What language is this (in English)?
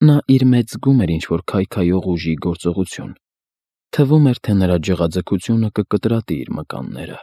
Armenian